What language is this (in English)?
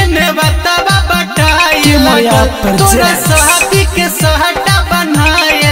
Bhojpuri